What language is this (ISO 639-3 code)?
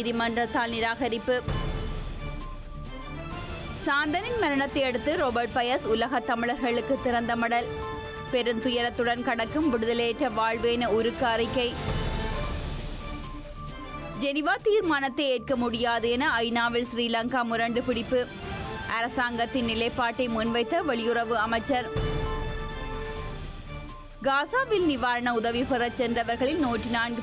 tam